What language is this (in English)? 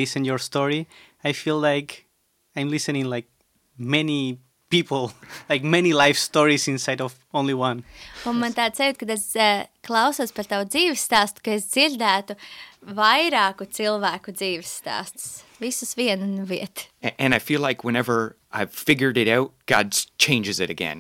Latvian